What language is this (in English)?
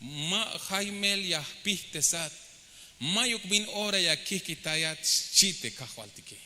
Tzeltal